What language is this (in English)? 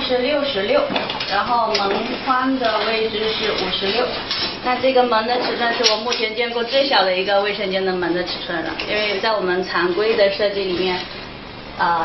Chinese